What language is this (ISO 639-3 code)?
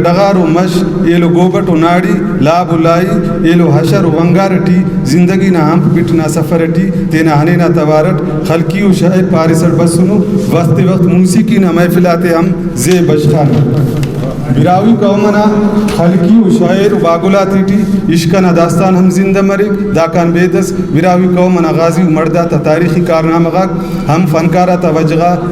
brh